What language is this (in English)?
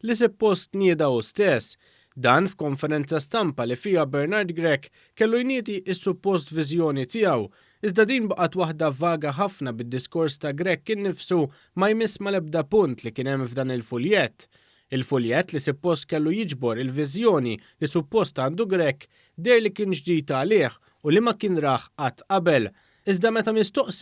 Maltese